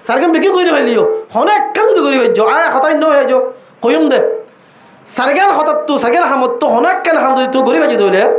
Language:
Rohingya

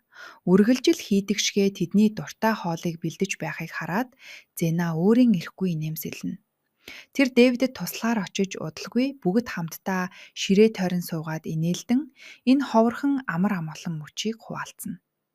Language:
Mongolian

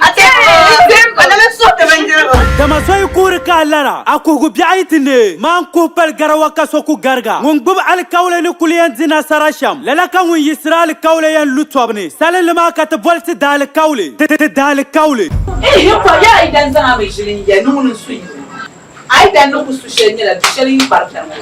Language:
Dagbani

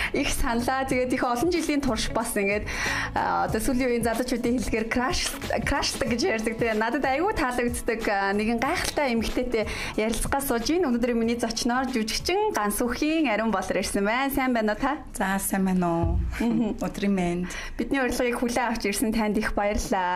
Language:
Mongolian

